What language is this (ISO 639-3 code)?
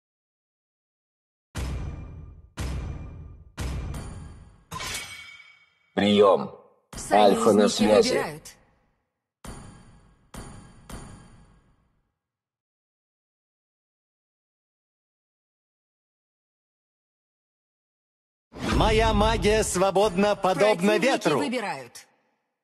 rus